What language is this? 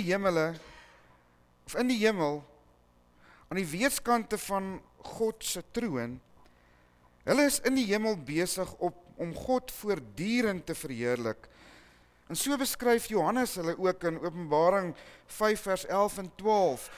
Afrikaans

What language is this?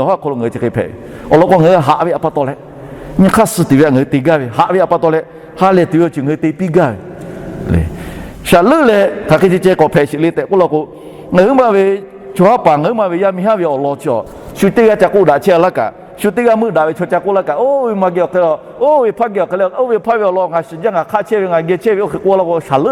Lahu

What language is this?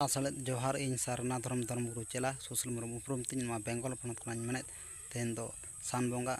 Santali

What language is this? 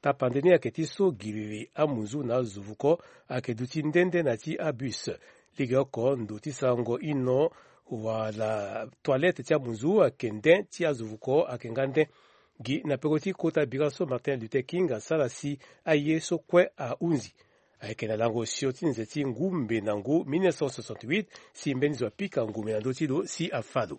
Sango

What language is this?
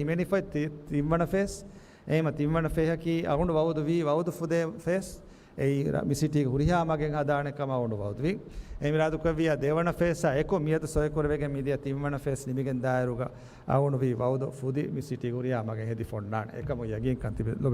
Divehi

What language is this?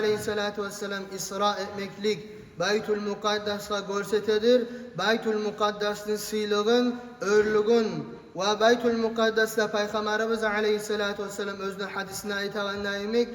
Kumyk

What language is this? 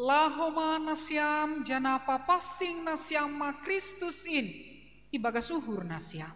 Batak Simalungun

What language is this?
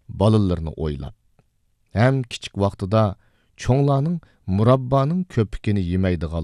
Uyghur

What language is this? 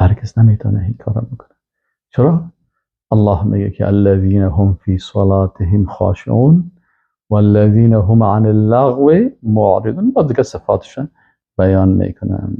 Persian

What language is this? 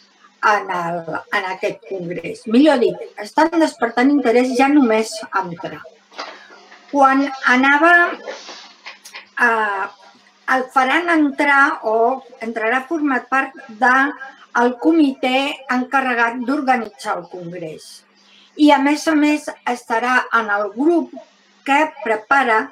Catalan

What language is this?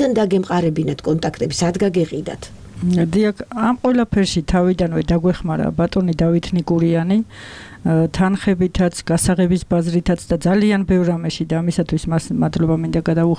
Georgian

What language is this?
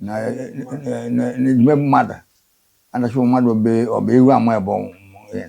Igbo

